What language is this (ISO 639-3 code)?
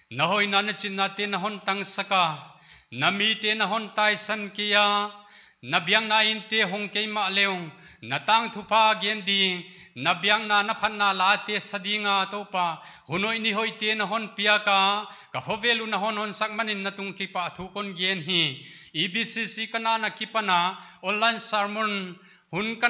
pck